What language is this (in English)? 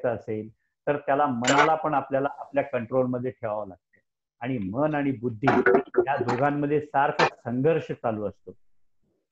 Marathi